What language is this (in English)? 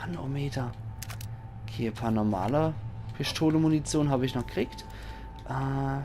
Palatine German